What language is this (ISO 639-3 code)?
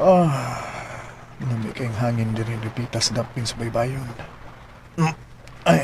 ceb